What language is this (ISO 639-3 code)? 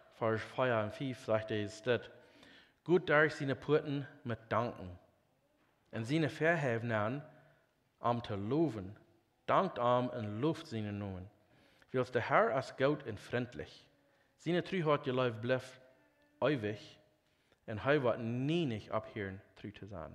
pdt